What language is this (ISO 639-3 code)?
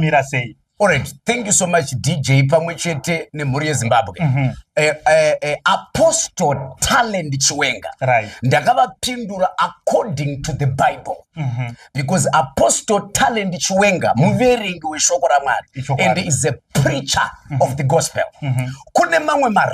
sna